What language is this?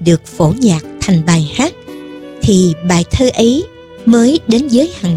Vietnamese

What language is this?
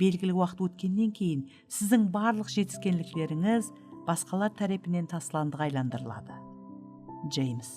Kara-Kalpak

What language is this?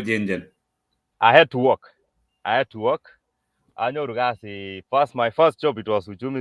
Kalenjin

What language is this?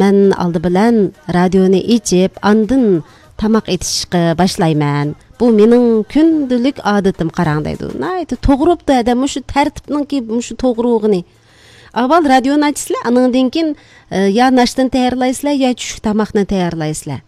Uyghur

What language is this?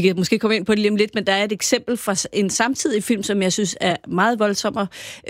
Danish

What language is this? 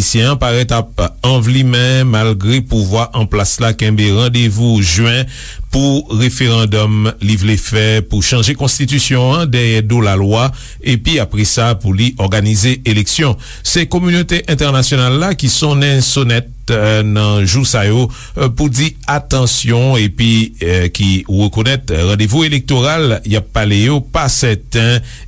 Haitian Creole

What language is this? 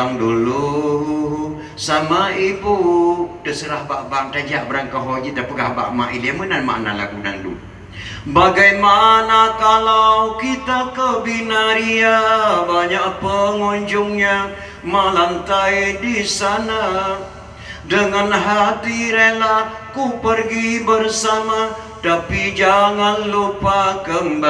Achinese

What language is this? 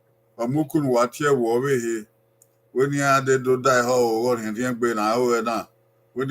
Bini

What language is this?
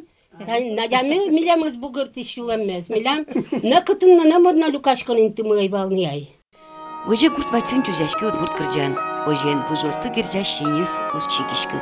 Udmurt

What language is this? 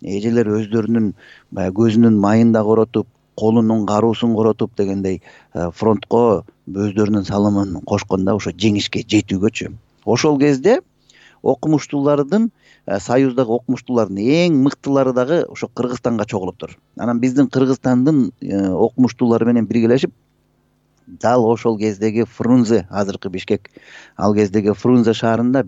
Kyrgyz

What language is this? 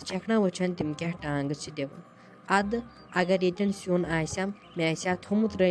Kashmiri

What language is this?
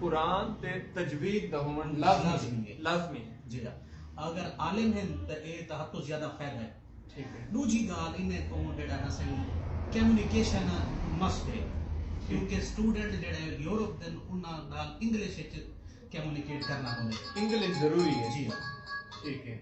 Saraiki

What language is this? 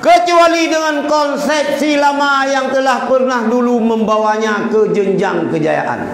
Achinese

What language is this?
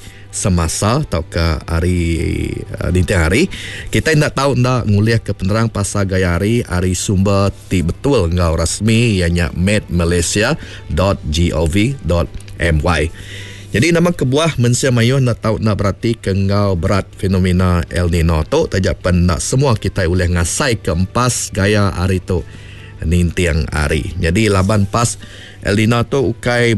Iban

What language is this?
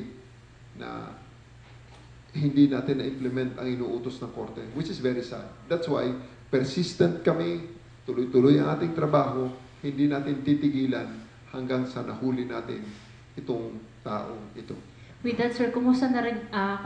Filipino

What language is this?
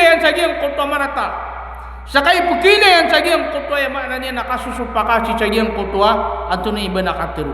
Maranao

